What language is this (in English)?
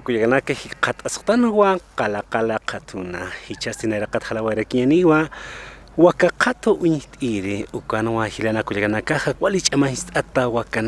Aymara